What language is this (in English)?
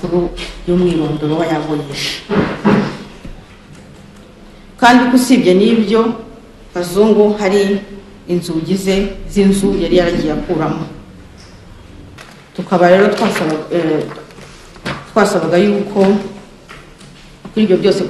Kinyarwanda